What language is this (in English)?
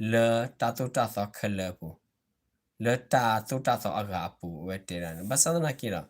S'gaw Karen